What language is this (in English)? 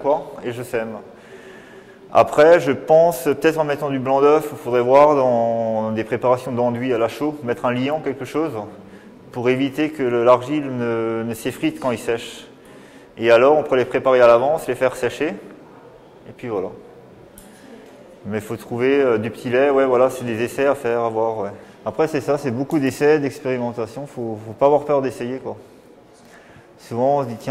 French